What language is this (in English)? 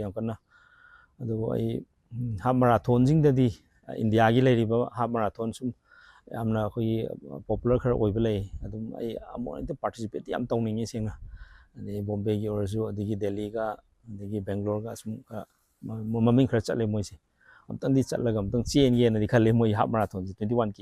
Manipuri